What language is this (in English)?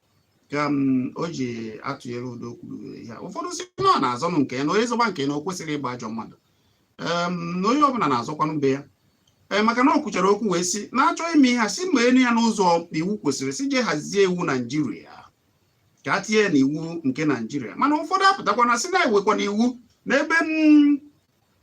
Igbo